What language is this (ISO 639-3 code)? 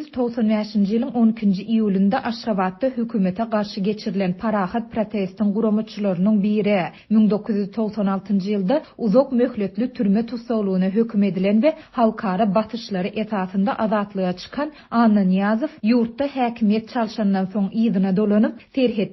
tuk